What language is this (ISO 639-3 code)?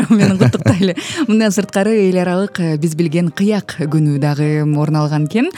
kir